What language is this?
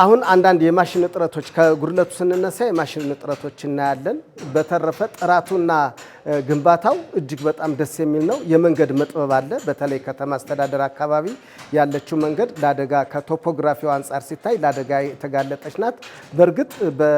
Amharic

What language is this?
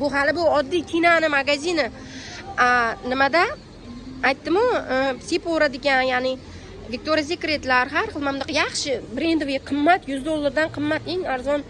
Uzbek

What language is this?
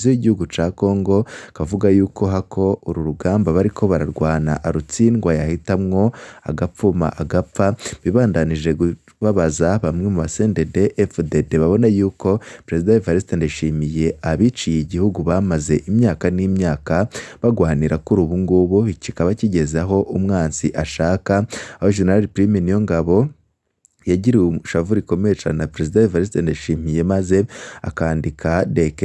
Rundi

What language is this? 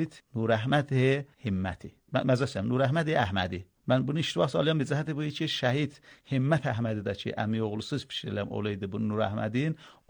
Azerbaijani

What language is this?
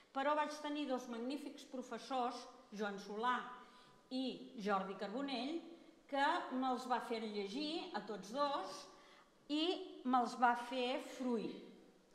Catalan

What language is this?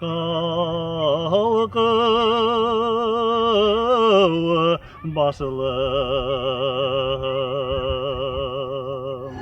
Bashkir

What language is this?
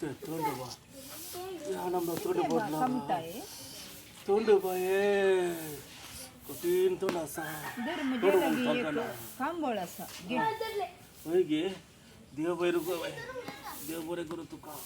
Konkani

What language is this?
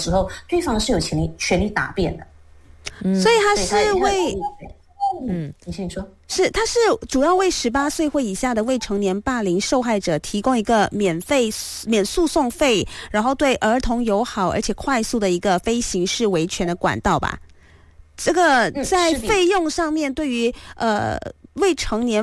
Chinese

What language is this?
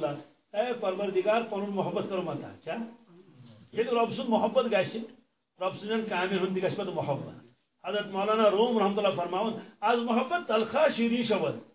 Kashmiri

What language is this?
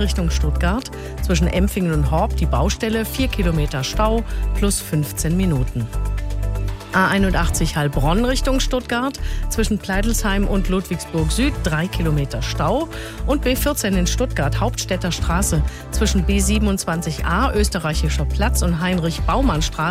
German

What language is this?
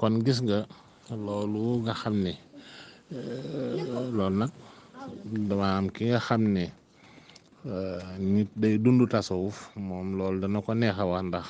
Wolof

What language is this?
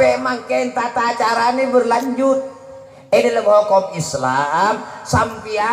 Madurese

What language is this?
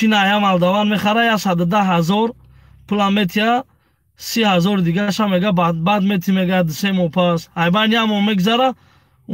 Tajik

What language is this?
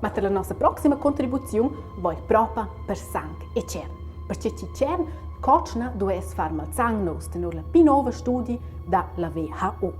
Romansh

